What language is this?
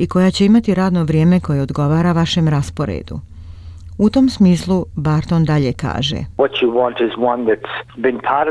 Croatian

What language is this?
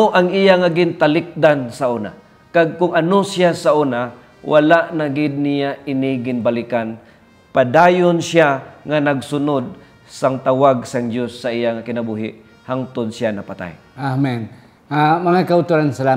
Hiligaynon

